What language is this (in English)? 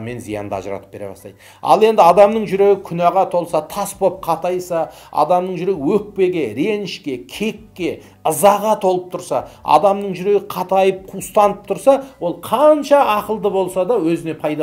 Kazakh